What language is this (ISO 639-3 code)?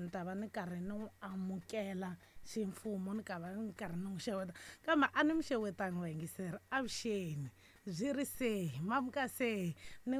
tso